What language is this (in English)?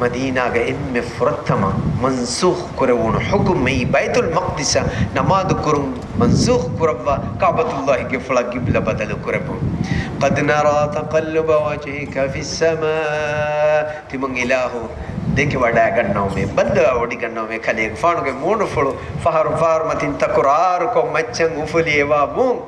Divehi